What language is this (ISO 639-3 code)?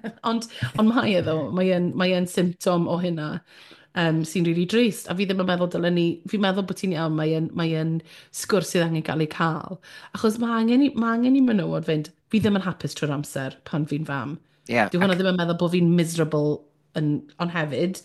cym